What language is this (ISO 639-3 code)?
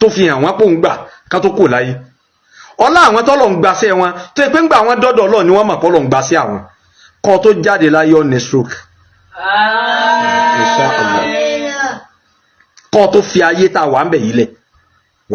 yor